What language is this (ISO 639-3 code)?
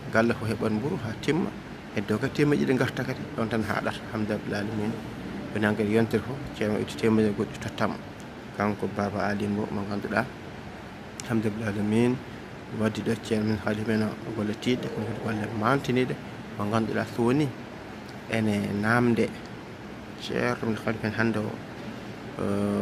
ful